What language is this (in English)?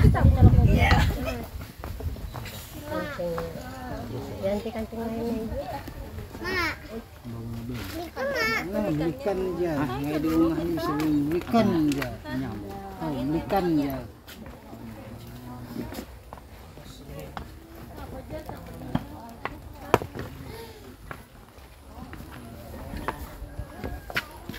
Indonesian